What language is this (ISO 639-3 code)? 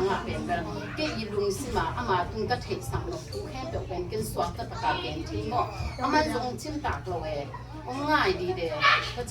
ctd